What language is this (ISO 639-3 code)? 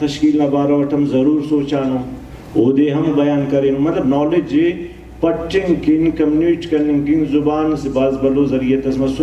brh